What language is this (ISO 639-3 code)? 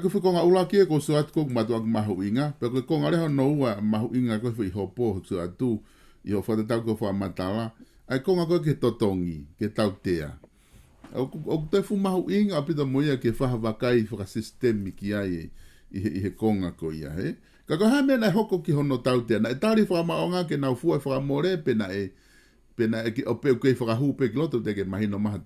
ton